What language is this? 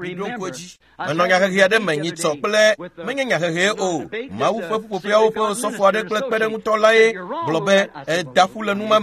Ewe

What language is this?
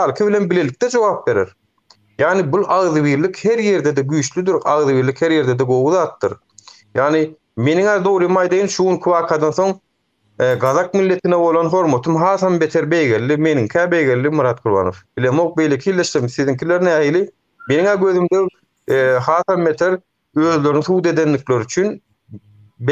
Turkmen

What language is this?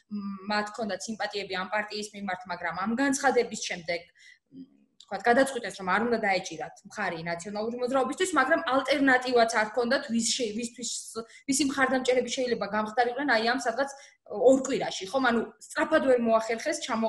Georgian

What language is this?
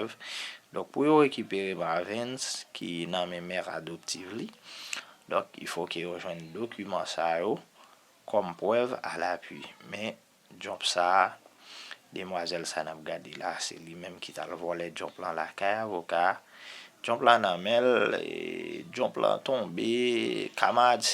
Haitian Creole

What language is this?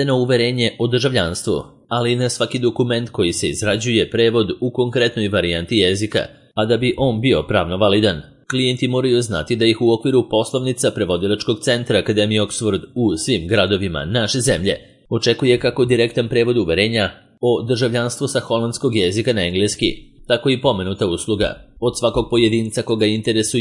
Serbian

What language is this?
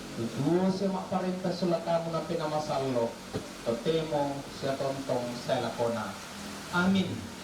Toraja-Sa'dan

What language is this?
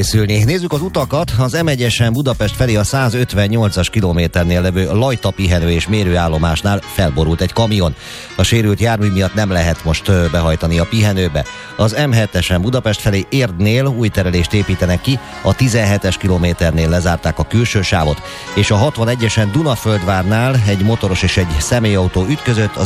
Hungarian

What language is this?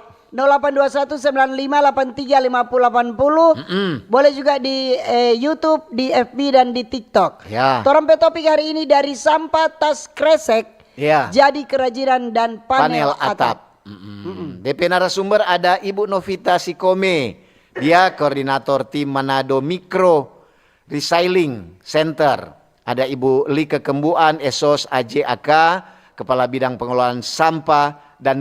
Manado Malay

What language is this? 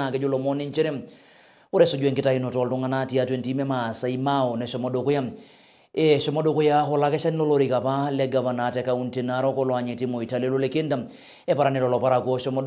Masai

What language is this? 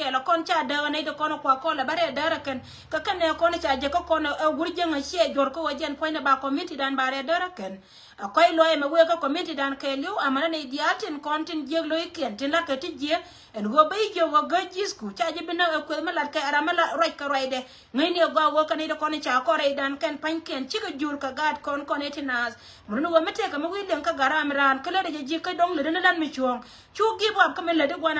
Nuer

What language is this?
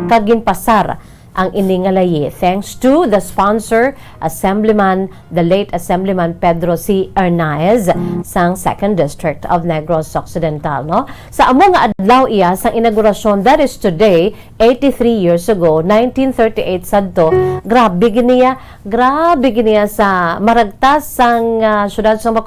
Hiligaynon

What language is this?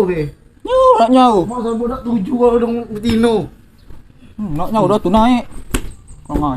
Musi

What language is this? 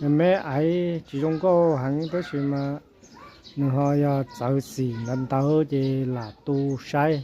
Hmong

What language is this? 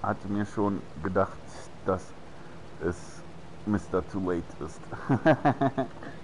German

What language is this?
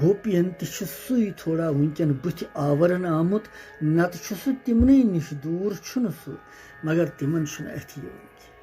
Kashmiri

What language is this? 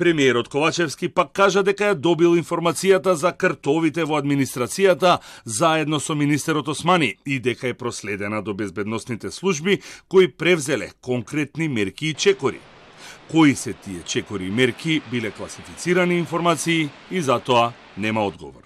Macedonian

